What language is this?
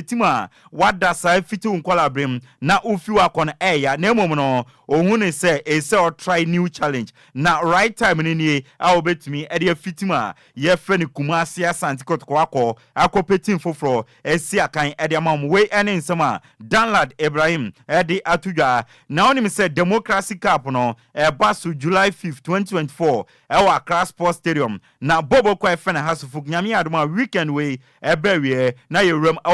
Akan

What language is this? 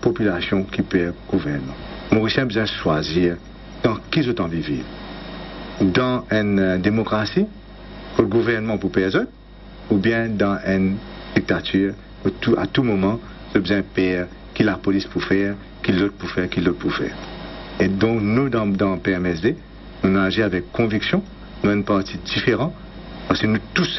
Morisyen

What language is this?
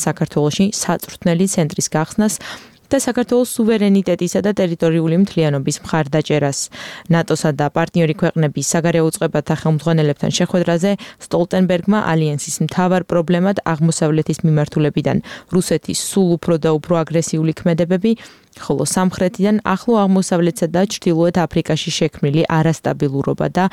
Georgian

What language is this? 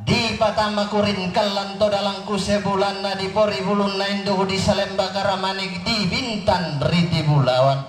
Toraja-Sa'dan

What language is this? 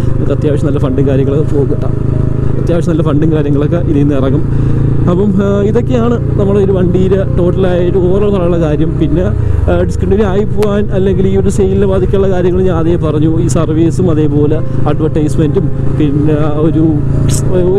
Malayalam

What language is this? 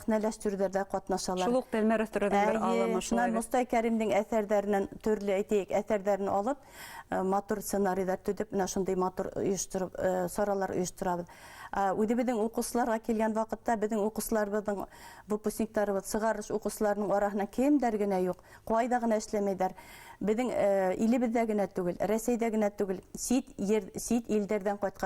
Bashkir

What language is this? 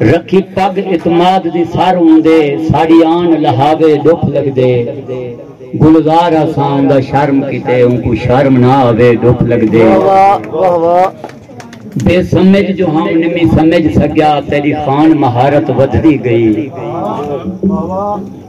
Saraiki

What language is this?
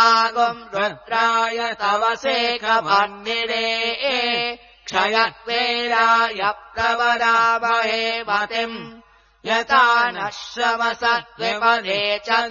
Sanskrit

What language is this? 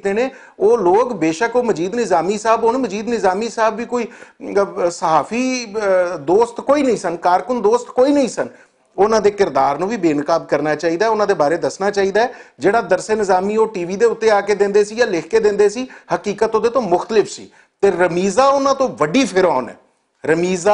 Western Panjabi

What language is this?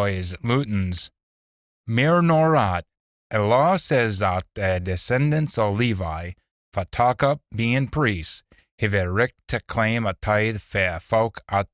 Scots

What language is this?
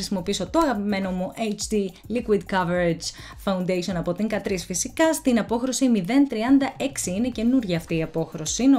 Greek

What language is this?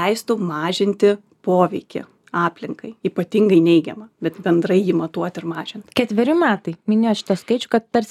Lithuanian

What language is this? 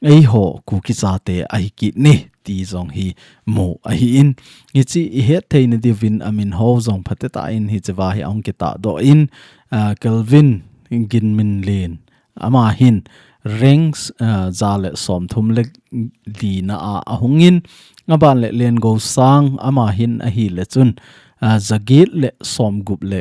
Thado Chin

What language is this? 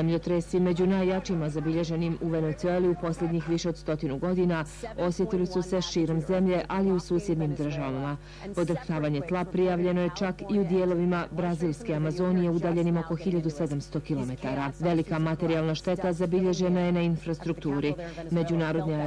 Bosnian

